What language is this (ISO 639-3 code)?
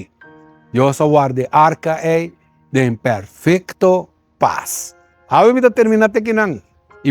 pap